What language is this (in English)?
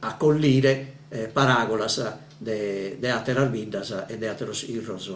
Sardinian